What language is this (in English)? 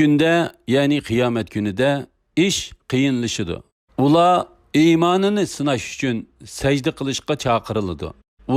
Uyghur